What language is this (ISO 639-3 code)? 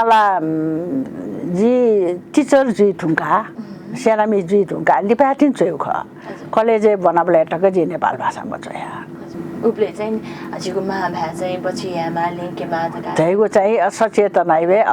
new